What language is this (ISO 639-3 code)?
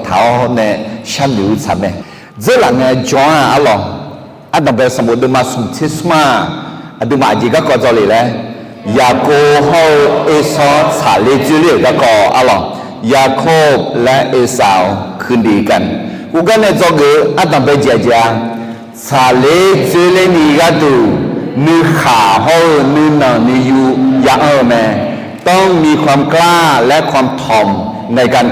ahk